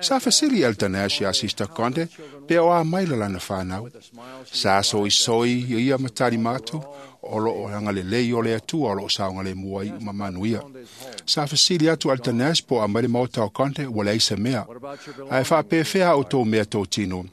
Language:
Samoan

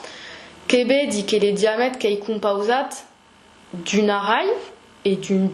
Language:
Occitan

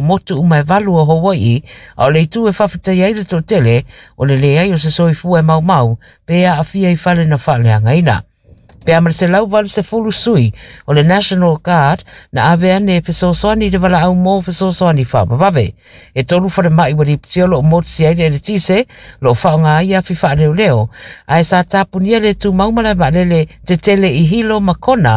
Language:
Samoan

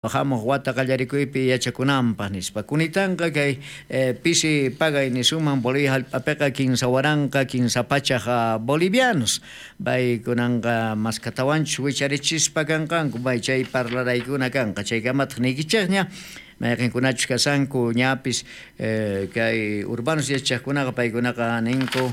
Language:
South Bolivian Quechua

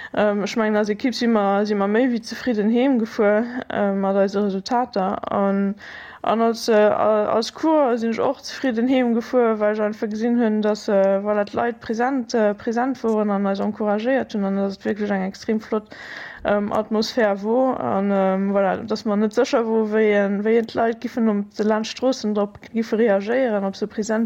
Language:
Luxembourgish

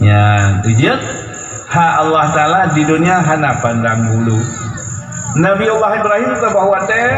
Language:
Achinese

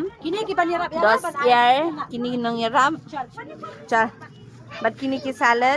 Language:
Khasi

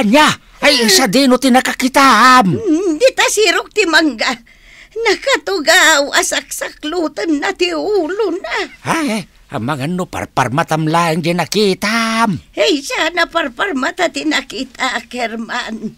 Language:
Iloko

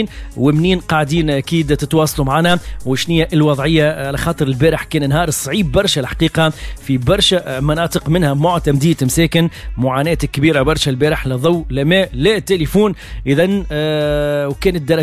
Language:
Tunisian Arabic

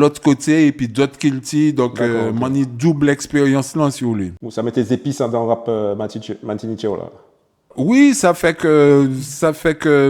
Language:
Guadeloupean Creole French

